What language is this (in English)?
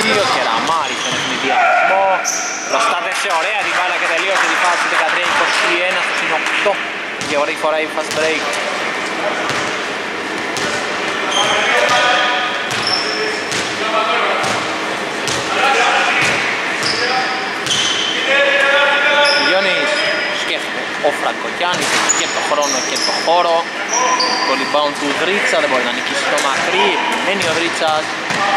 Greek